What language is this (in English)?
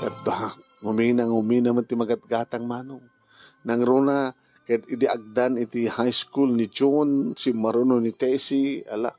Iloko